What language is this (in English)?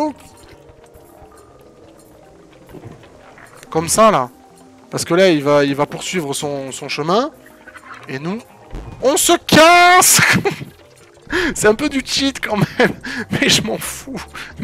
French